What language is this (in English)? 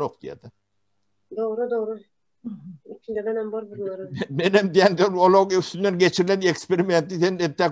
Turkmen